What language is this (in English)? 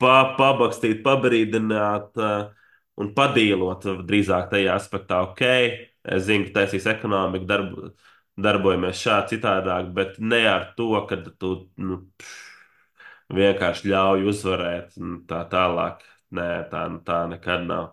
Latvian